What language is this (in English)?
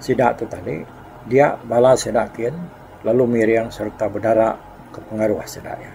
Iban